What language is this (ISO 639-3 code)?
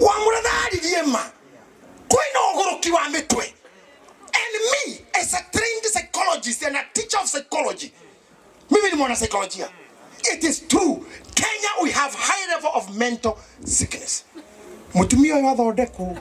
kik